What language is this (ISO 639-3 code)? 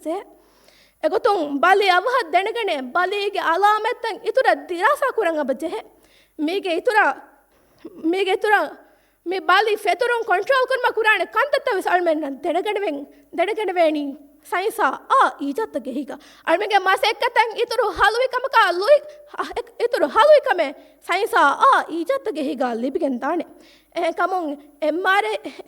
div